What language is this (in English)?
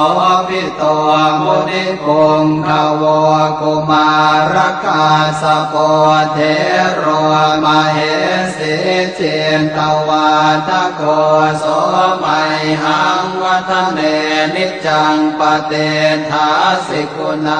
Pali